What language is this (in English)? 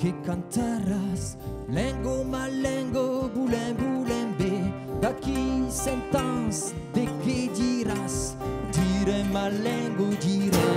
Occitan